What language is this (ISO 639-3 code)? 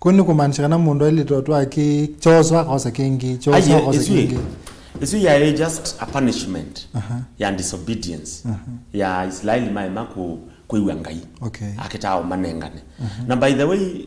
kam